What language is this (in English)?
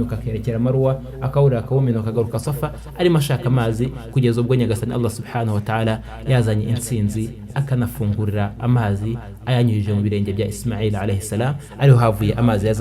Kinyarwanda